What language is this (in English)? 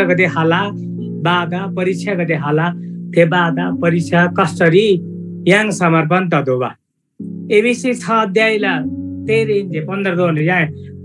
Eastern Tamang